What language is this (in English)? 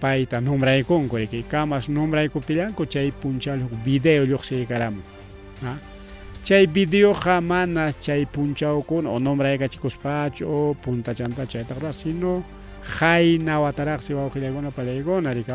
Ayacucho Quechua